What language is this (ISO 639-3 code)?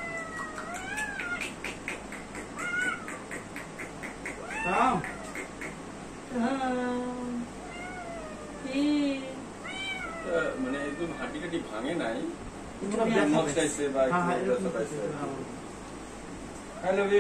ben